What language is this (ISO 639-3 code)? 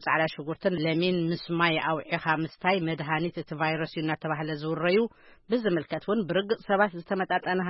tir